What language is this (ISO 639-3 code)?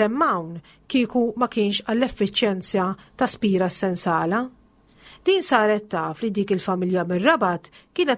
mlt